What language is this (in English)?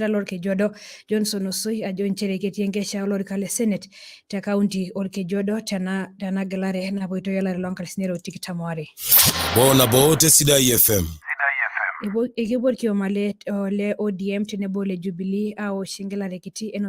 Masai